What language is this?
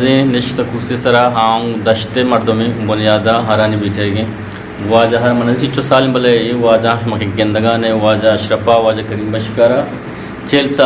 Eastern Balochi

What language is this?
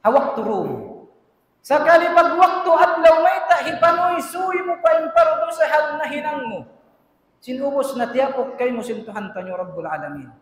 Tausug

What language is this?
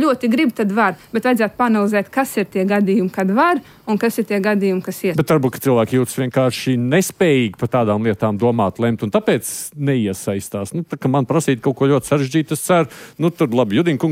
Latvian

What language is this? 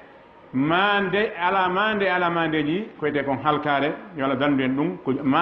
Fula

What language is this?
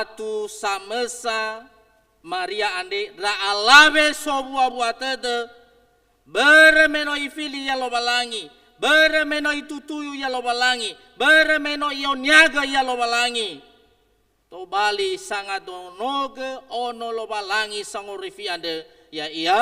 Nias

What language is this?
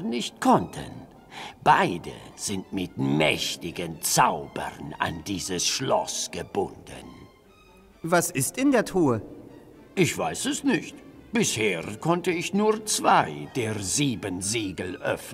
German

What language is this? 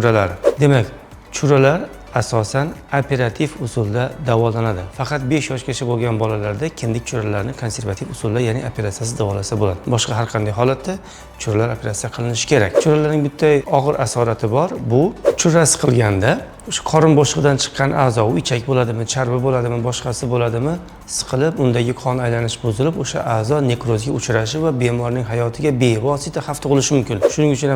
Uzbek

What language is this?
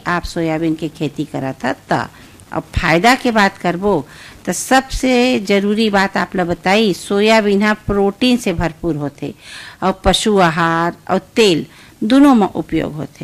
Chhattisgarhi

